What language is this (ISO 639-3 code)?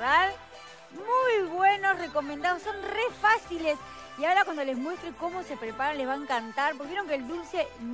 spa